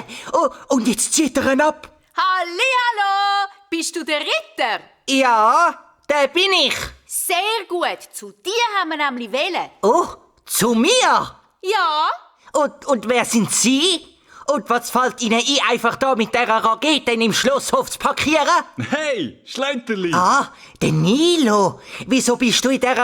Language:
Swiss German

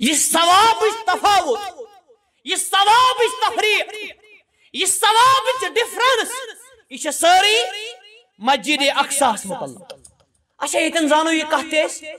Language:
Kashmiri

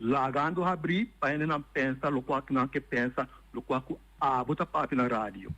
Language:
Papiamento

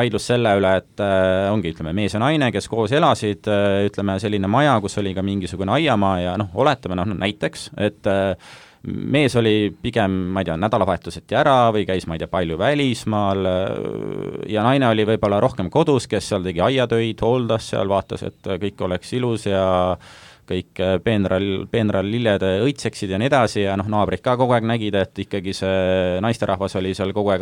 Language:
Estonian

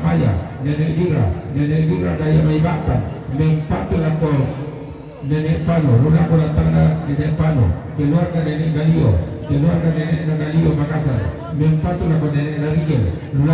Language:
Toraja-Sa'dan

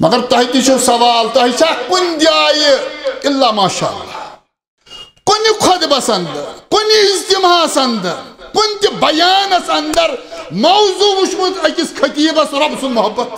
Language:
Kashmiri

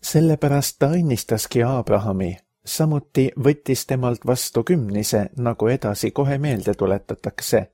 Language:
Estonian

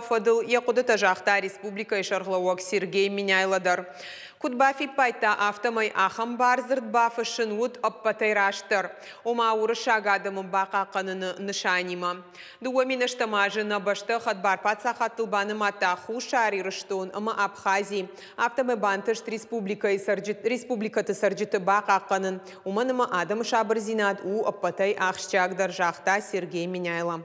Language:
Ossetic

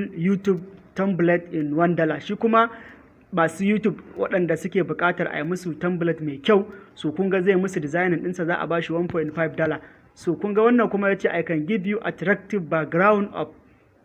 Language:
Hausa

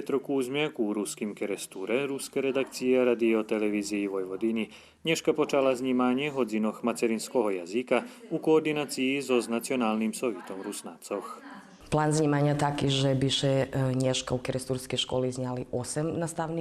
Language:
Rusyn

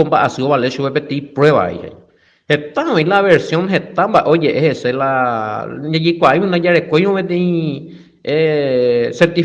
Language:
Guarani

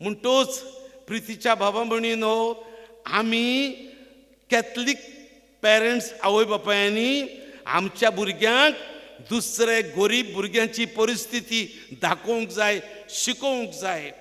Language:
Konkani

